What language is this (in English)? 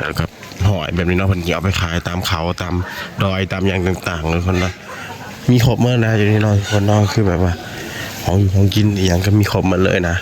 Northeastern Thai